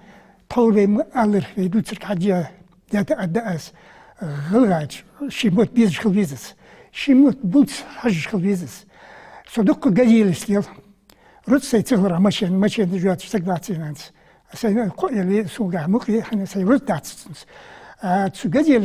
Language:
Ingush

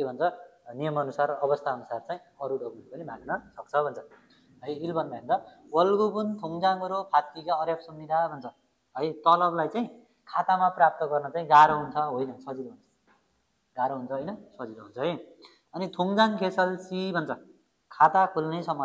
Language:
Nepali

